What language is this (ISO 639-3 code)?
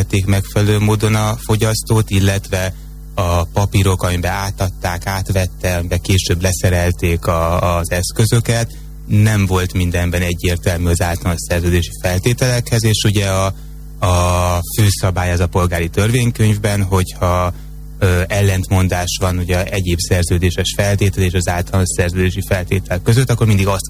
hun